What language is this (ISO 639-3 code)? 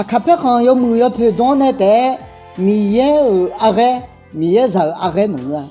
ahk